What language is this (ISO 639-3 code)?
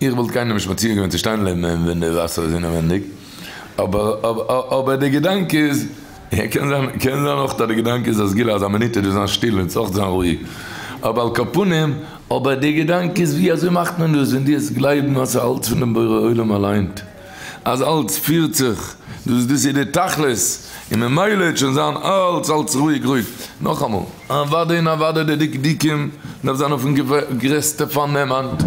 yid